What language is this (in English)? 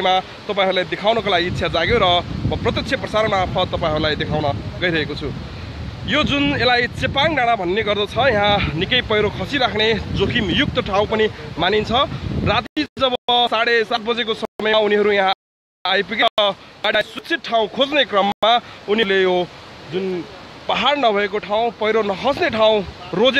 Nepali